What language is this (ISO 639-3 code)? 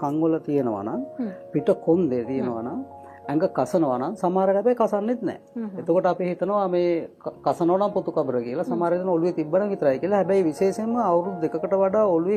sin